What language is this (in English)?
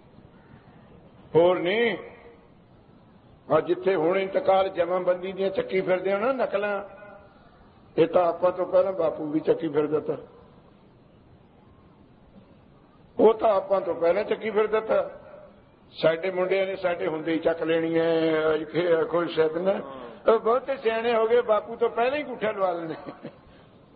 Punjabi